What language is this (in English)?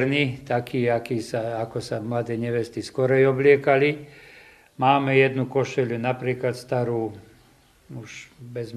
Slovak